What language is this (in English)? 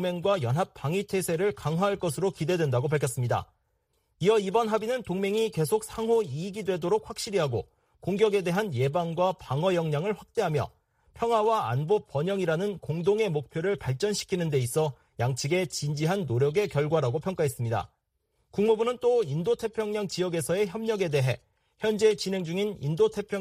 Korean